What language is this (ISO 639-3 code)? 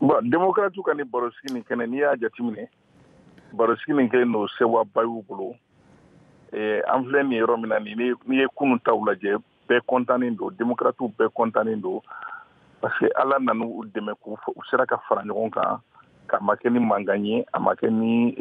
bam